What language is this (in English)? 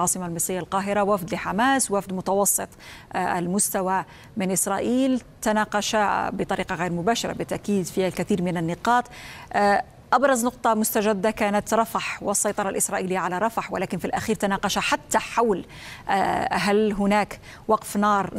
Arabic